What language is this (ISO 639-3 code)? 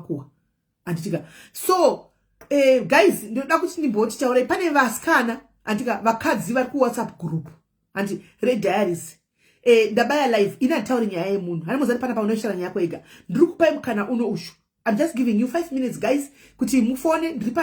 sna